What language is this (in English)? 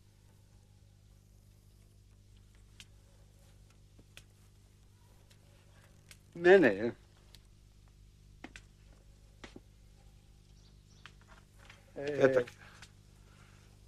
Serbian